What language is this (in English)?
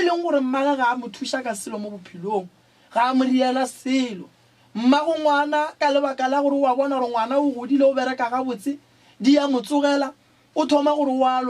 Northern Sotho